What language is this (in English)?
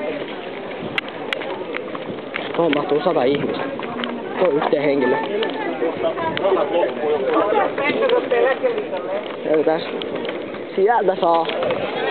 Finnish